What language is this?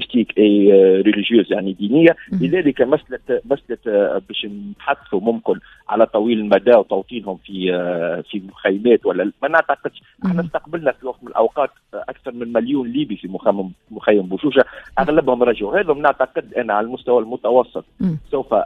Tunisian Arabic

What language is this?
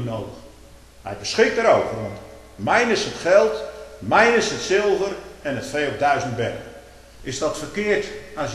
Dutch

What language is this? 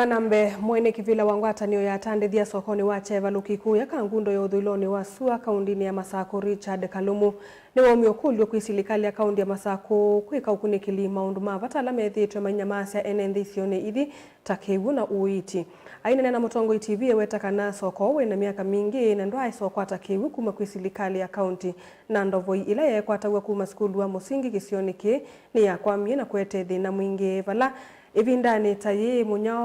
Kamba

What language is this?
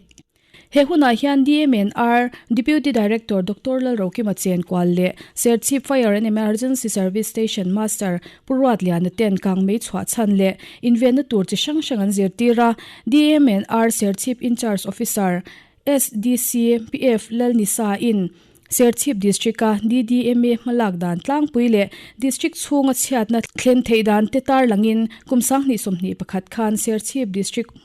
Mizo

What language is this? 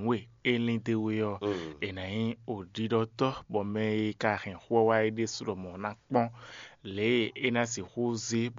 Fon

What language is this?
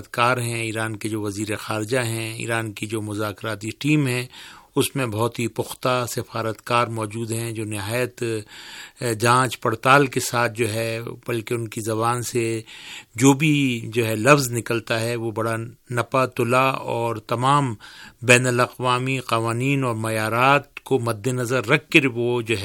Urdu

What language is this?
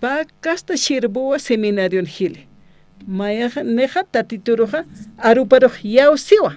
Aymara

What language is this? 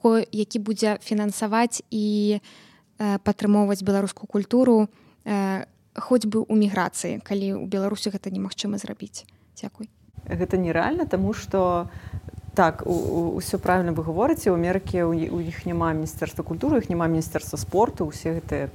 Belarusian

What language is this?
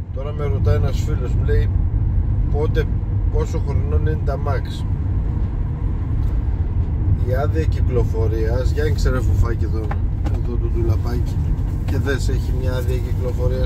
Greek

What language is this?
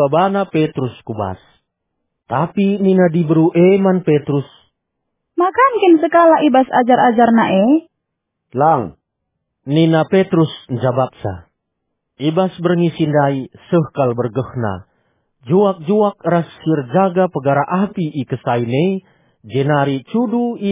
Batak Karo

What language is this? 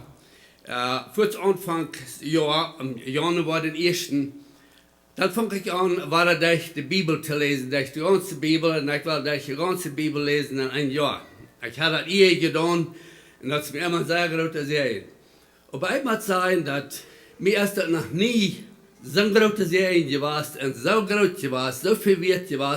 Plautdietsch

